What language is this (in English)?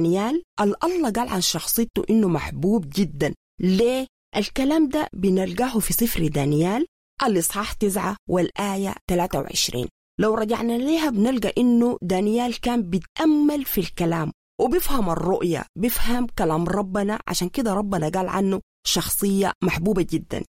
Sudanese Arabic